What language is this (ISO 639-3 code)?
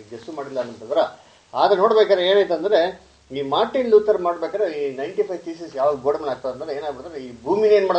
kan